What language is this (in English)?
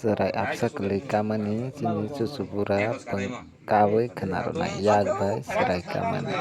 Kok Borok